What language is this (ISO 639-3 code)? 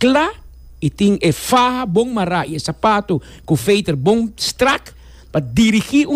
pap